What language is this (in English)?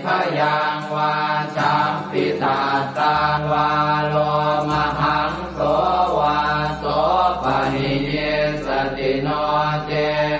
Pali